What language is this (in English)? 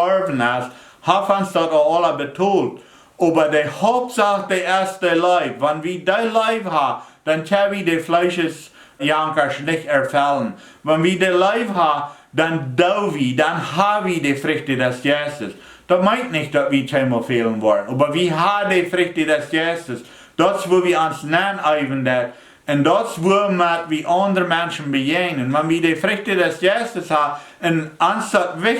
Plautdietsch